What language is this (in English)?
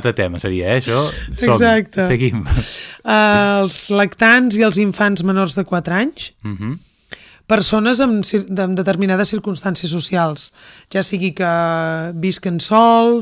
Catalan